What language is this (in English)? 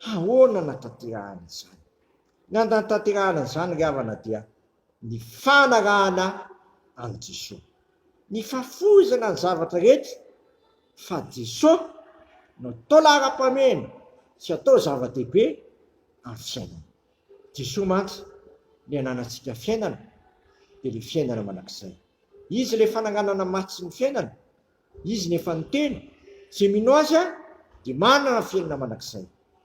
Malagasy